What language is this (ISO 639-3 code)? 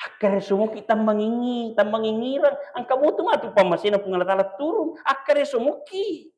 bug